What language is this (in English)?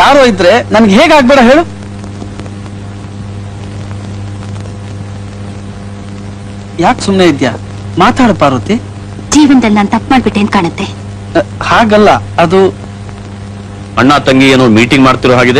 Kannada